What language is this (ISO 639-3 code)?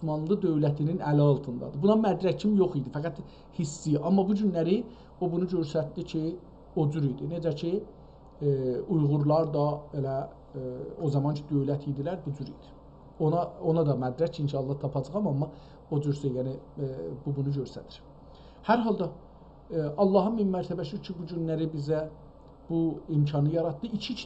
azb